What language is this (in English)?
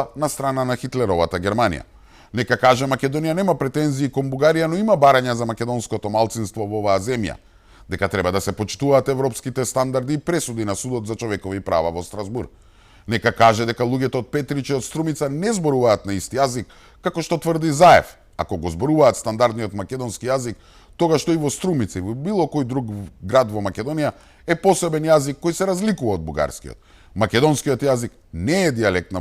Macedonian